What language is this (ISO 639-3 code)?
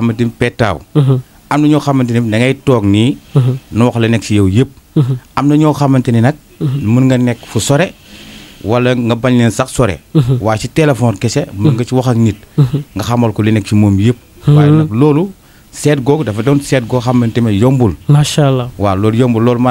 wol